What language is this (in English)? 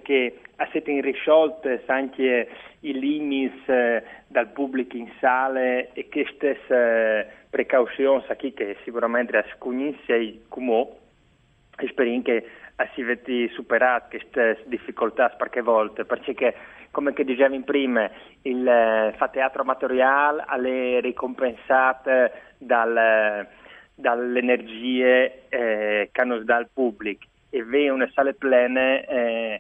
Friulian